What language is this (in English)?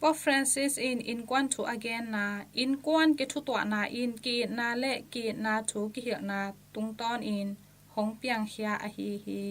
Tedim Chin